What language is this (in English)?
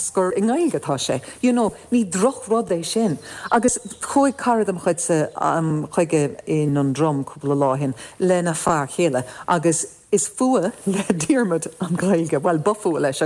Irish